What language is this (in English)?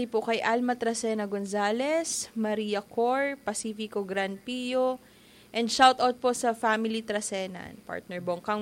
Bikol